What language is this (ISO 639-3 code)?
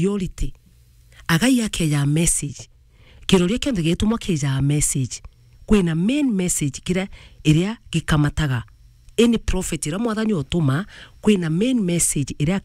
mer